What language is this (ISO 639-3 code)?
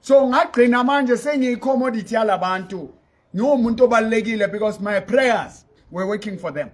sot